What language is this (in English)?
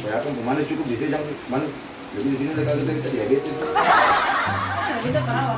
Ambonese Malay